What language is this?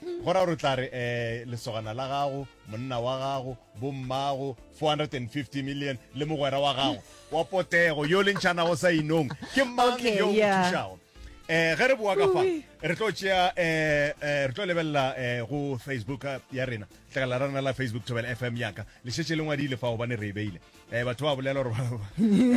Northern Sotho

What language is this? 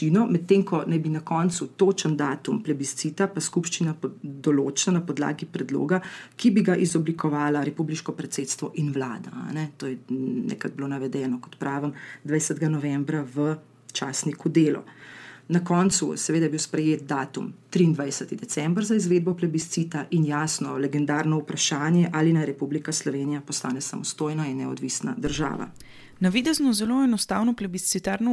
Slovenian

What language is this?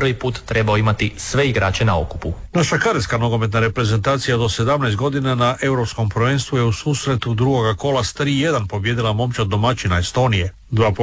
Croatian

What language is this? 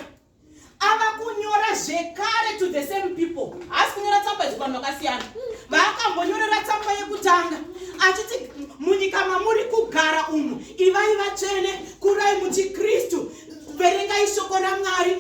Shona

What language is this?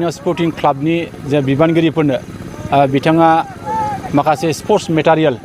Bodo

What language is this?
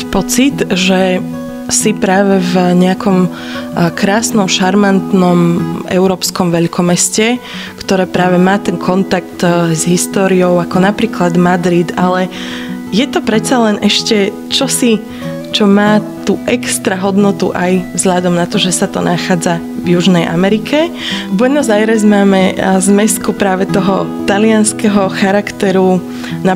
Slovak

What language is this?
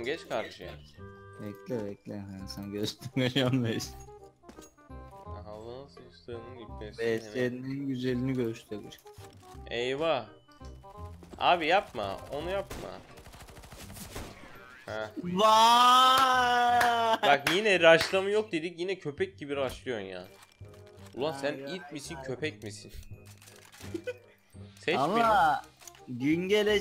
Turkish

